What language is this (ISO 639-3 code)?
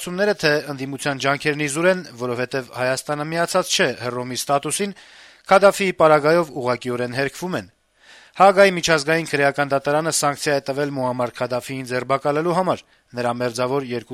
hye